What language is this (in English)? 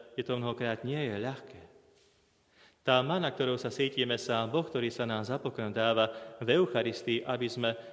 Slovak